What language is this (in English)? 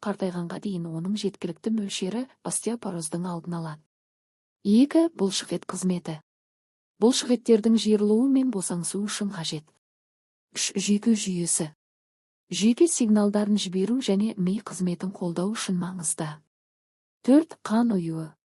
Kazakh